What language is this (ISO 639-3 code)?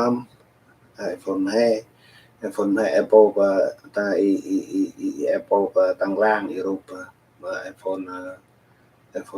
cmo